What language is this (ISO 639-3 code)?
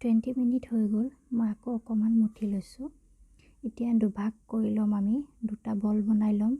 asm